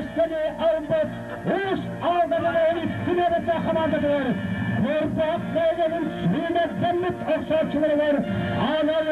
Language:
Yakut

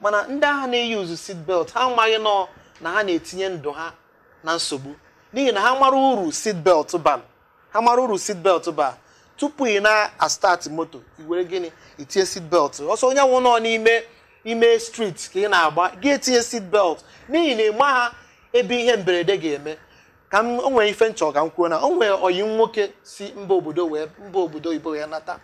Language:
Igbo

